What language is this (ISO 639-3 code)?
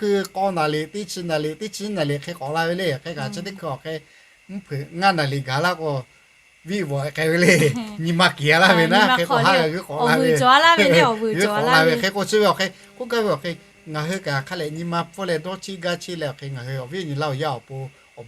lhu